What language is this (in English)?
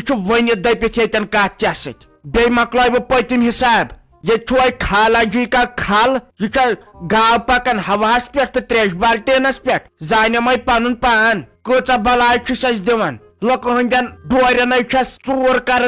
Kashmiri